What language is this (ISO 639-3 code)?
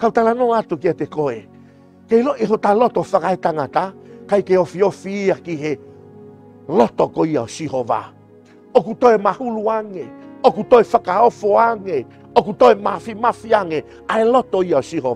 ton